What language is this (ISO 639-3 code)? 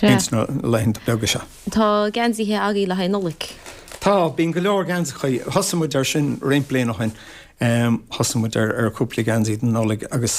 gle